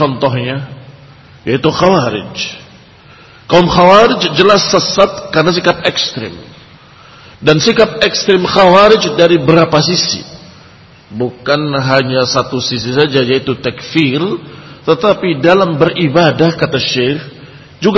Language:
Indonesian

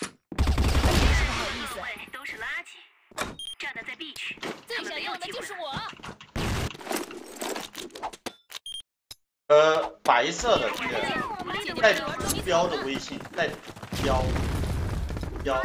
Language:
Chinese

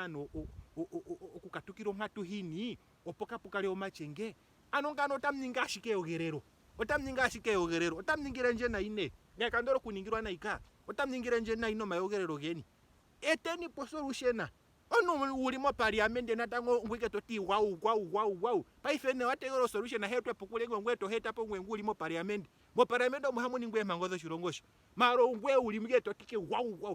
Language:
Ndonga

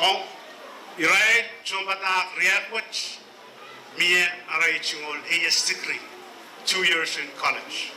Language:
Pohnpeian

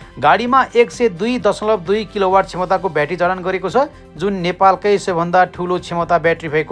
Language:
Nepali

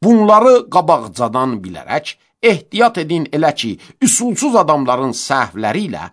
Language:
Azerbaijani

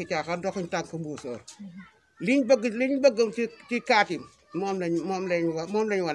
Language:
Wolof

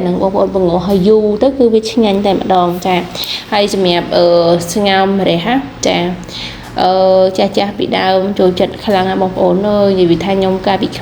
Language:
Khmer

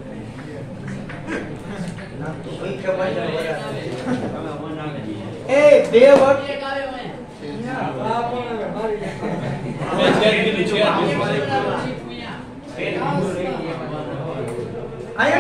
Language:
Gujarati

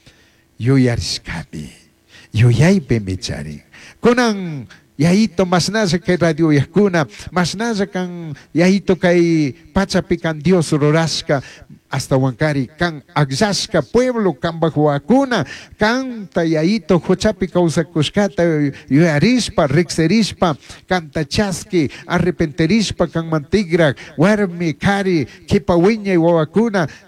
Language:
Chimborazo Highland Quichua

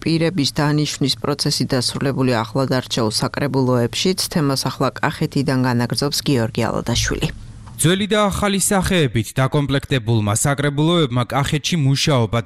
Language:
Georgian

